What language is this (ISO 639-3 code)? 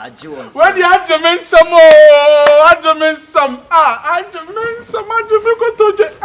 aka